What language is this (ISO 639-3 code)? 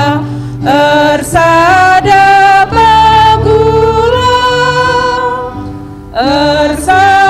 btx